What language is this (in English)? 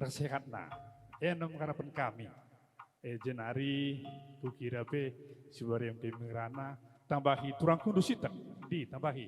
Batak Karo